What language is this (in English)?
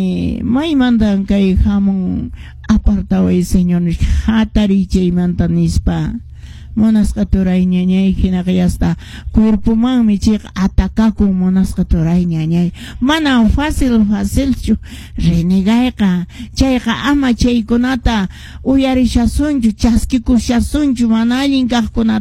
Quechua